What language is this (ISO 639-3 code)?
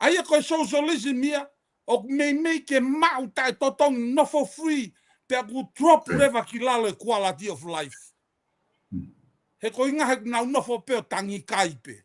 ton